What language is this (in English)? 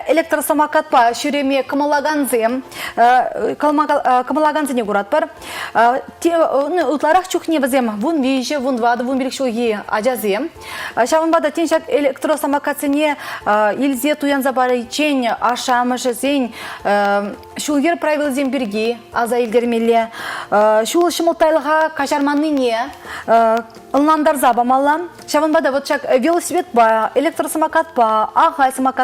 Chuvash